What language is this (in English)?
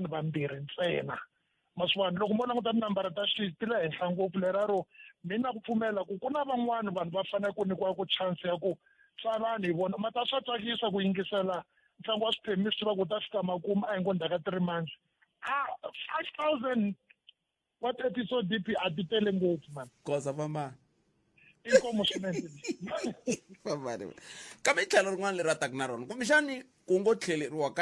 Tsonga